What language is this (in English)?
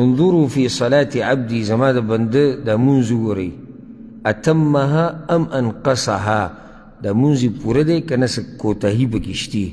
Pashto